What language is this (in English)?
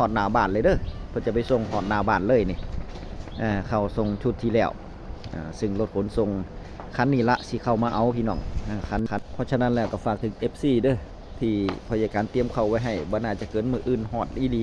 Northeastern Thai